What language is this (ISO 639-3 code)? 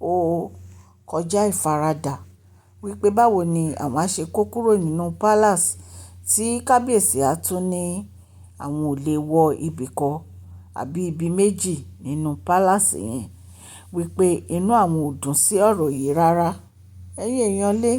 yor